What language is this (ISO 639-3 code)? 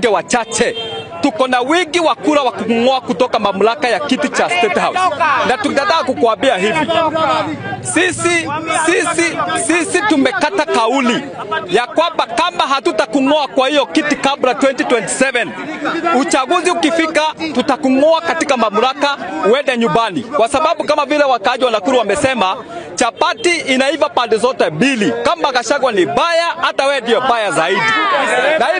swa